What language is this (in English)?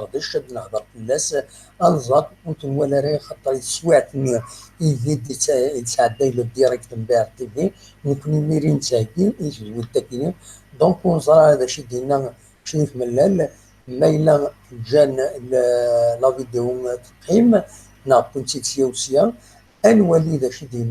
Kabyle